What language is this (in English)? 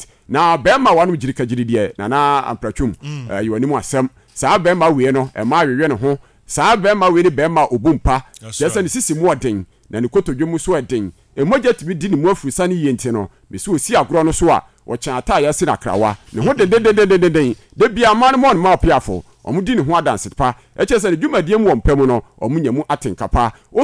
Akan